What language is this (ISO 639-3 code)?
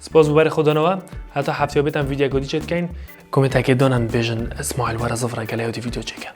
kur